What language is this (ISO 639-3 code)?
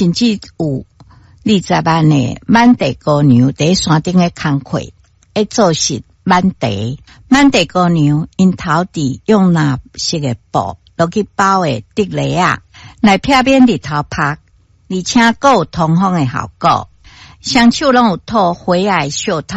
nan